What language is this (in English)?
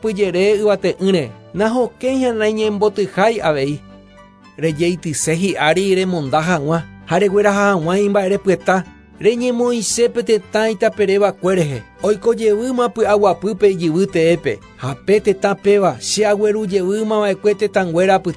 Guarani